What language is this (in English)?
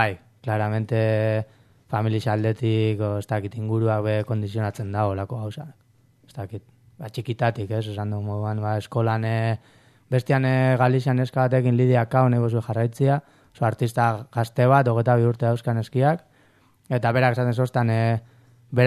Basque